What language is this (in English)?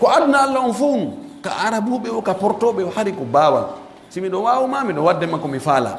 Pular